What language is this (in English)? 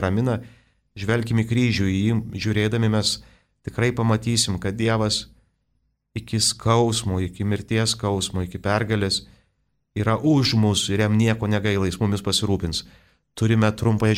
Lithuanian